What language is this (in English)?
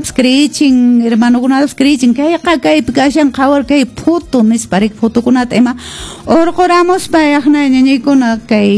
Quechua